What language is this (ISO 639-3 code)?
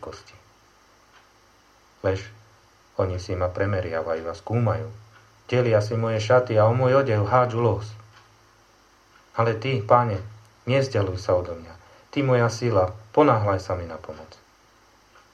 slk